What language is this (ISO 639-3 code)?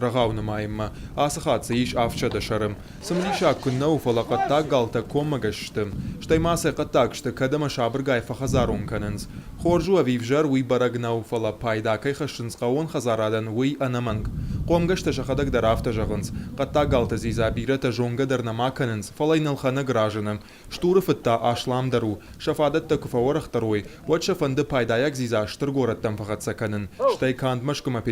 oss